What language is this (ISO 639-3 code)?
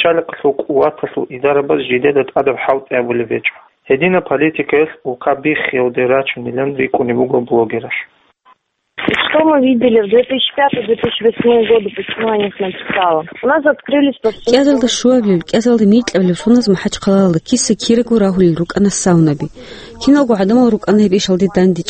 ava